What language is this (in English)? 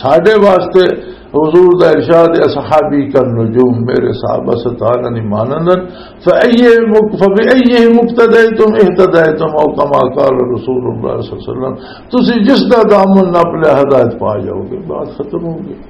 Western Panjabi